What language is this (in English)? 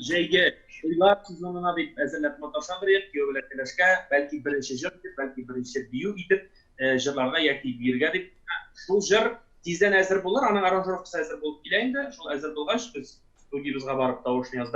Tatar